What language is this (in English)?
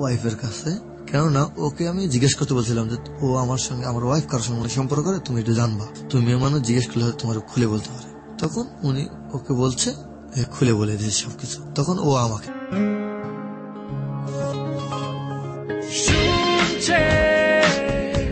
Bangla